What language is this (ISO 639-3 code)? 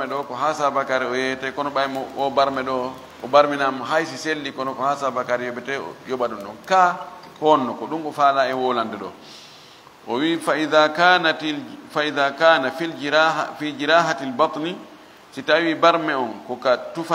ful